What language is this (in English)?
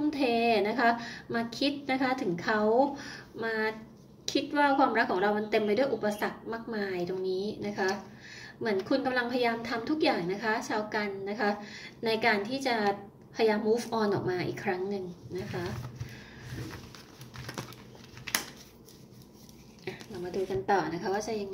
Thai